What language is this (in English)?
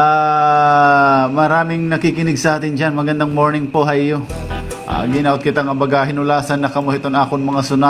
Waray